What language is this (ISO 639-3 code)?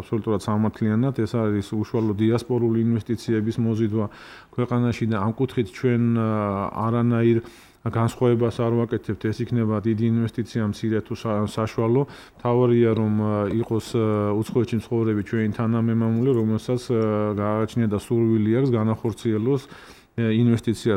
kat